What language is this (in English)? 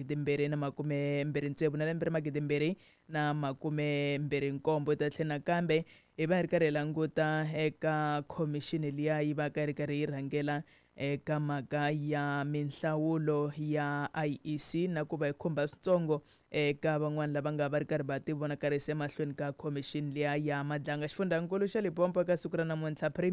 Tsonga